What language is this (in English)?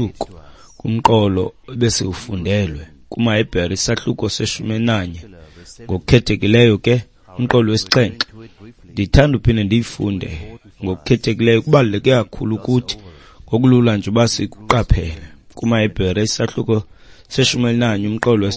Xhosa